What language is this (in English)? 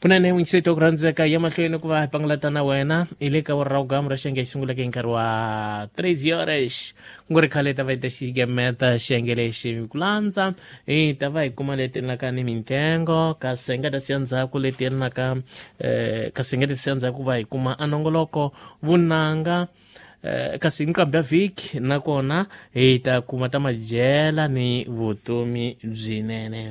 Tsonga